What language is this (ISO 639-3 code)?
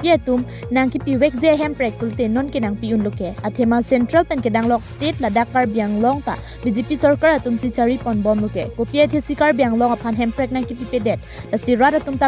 mjw